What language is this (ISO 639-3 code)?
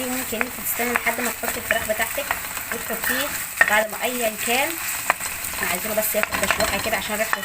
arz